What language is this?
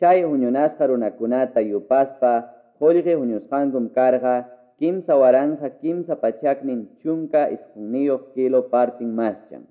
Quechua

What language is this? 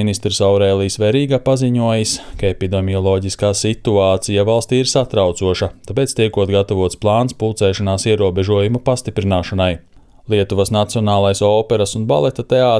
Latvian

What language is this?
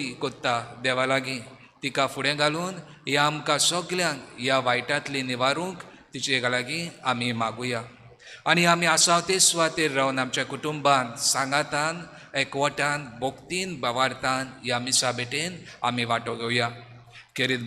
Konkani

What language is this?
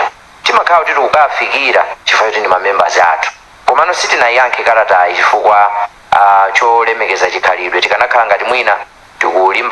Nyanja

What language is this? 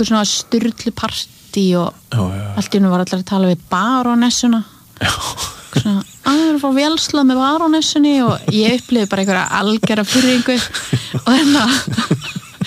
Icelandic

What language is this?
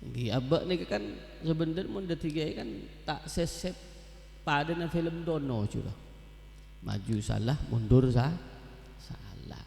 Madurese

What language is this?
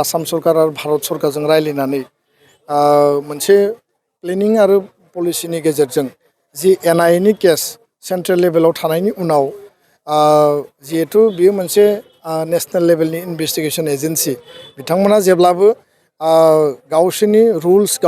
Bodo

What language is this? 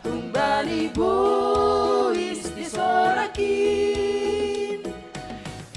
Batak Simalungun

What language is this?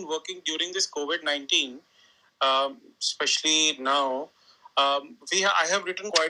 English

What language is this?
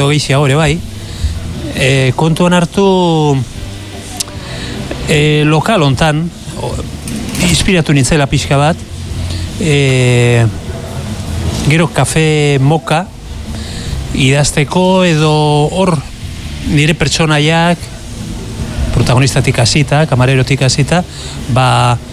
Basque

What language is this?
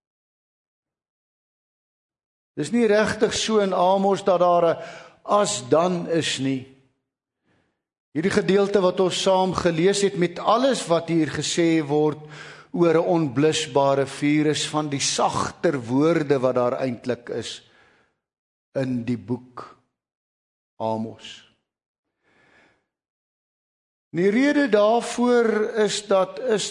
Afrikaans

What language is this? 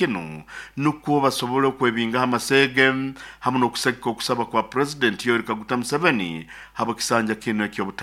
Nyoro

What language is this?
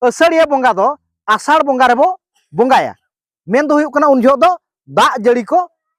Santali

